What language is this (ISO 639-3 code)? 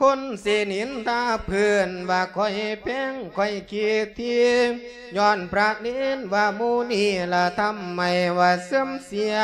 lao